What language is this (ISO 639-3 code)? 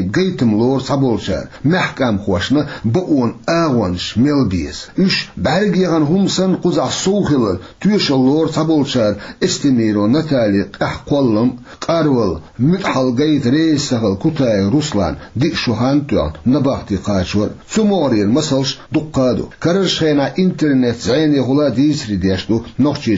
che